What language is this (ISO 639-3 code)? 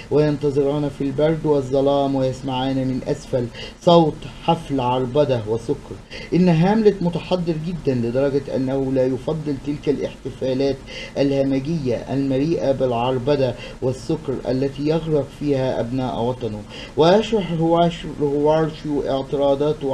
ara